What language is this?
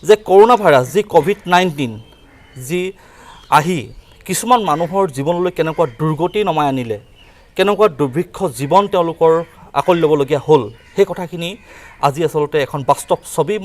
Assamese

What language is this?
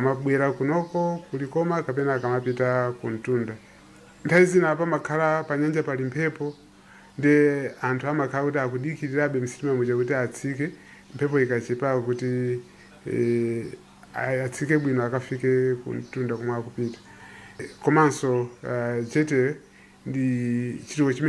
Nyanja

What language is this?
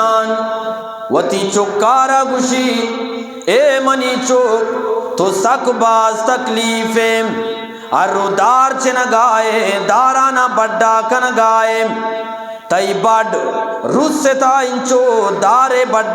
Eastern Balochi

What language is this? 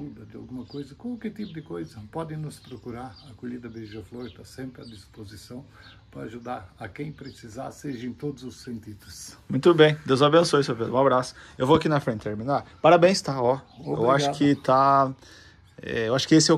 Portuguese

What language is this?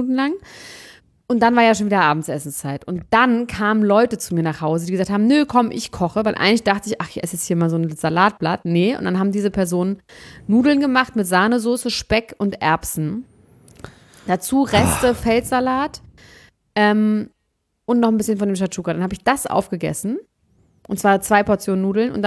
German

